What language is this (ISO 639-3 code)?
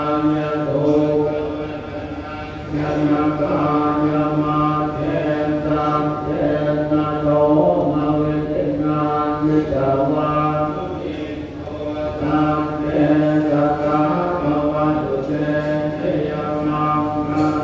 pli